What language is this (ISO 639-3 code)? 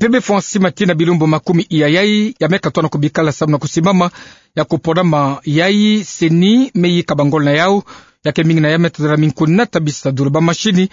ktu